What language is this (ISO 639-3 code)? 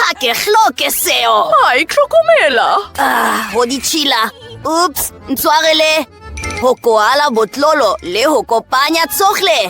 sot